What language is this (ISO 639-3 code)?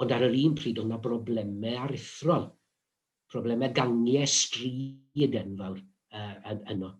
cym